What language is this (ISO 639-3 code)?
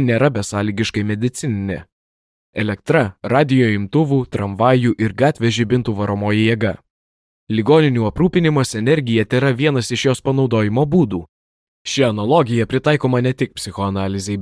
lit